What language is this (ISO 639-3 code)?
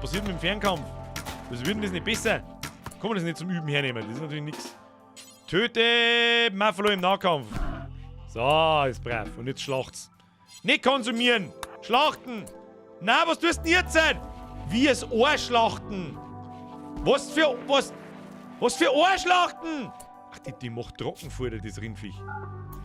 bar